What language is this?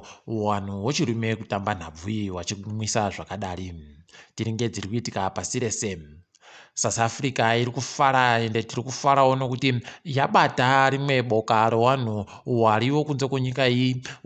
Ndau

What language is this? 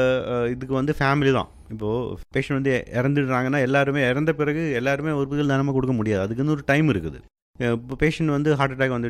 Tamil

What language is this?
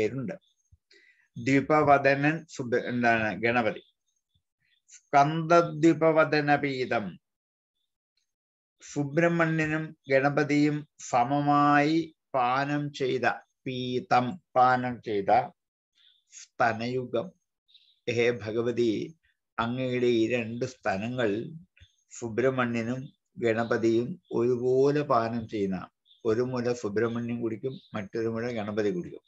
Malayalam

